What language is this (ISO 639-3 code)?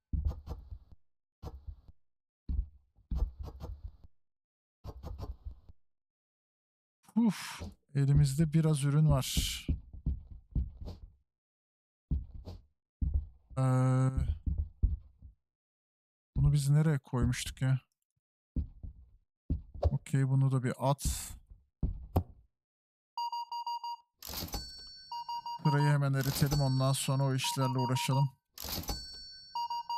tur